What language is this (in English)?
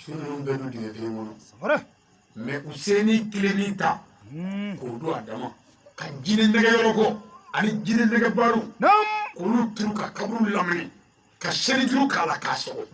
Bambara